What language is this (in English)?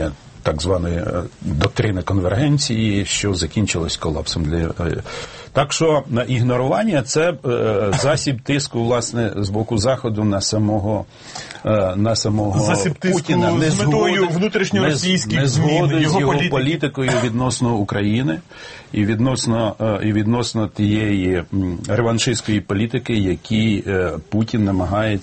Ukrainian